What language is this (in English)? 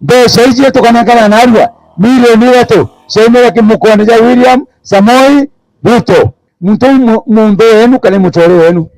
Meru